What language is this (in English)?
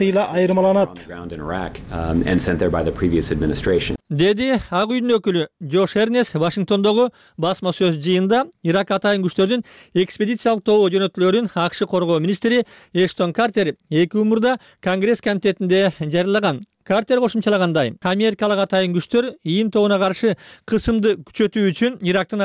Kyrgyz